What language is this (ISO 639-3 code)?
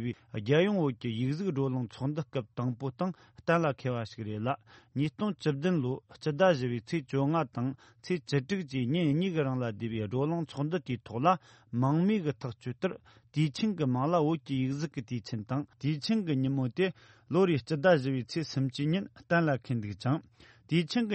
bod